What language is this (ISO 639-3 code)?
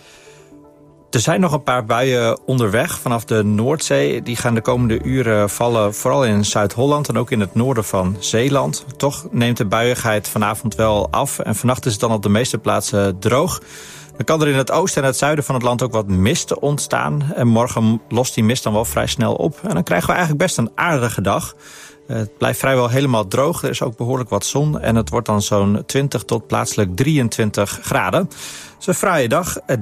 nld